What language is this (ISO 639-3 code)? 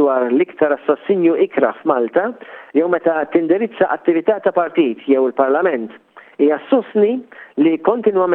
mlt